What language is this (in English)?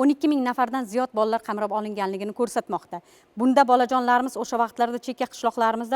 Uzbek